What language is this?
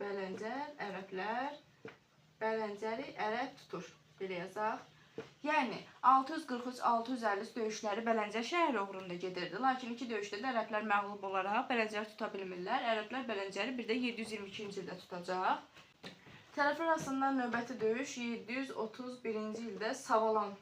Azerbaijani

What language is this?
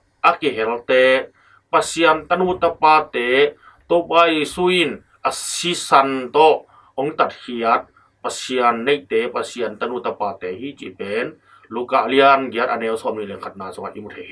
Tedim Chin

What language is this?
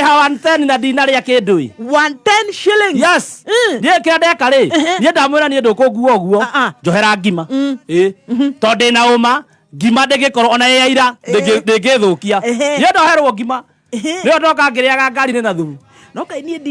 Kikuyu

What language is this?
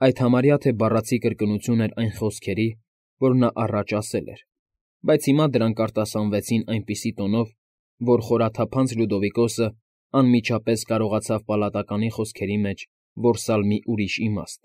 Armenian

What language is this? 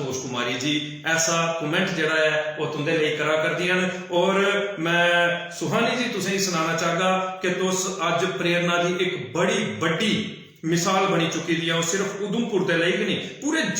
Dogri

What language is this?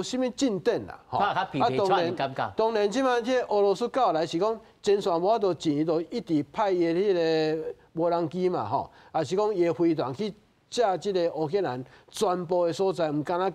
Min Nan Chinese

